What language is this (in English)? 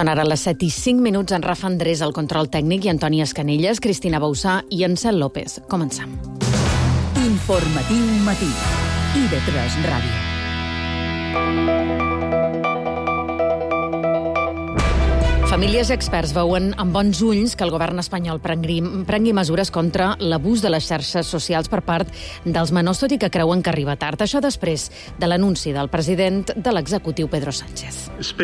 Catalan